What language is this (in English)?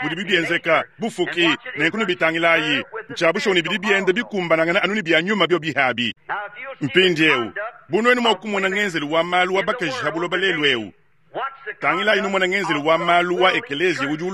Luba-Lulua